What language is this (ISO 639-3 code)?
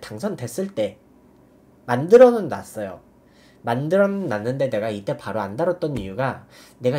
kor